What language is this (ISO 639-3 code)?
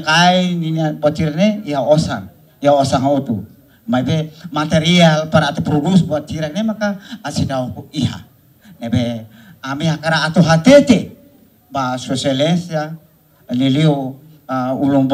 tet